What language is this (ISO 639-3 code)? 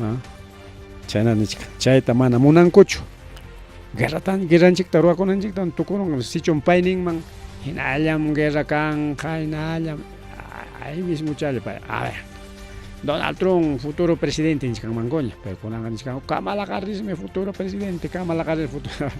quy